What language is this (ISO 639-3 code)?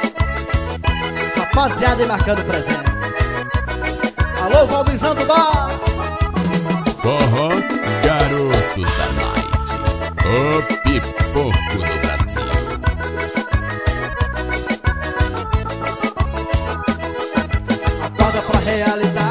por